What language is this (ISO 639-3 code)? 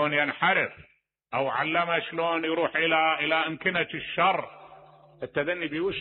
acm